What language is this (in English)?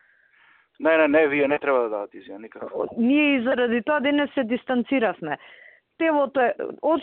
Macedonian